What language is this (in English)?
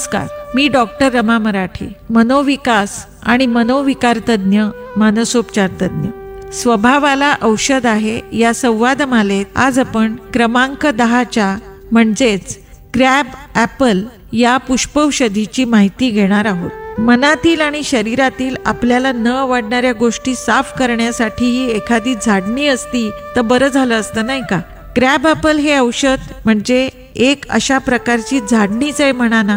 Marathi